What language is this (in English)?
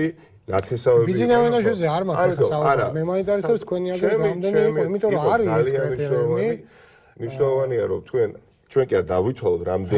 Georgian